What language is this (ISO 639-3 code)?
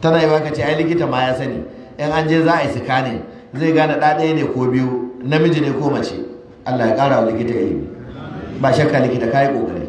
hau